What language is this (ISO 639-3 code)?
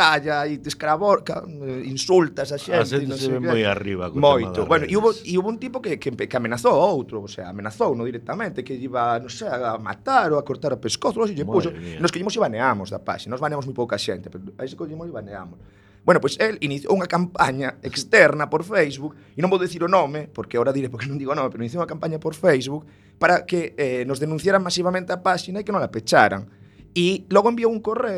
glg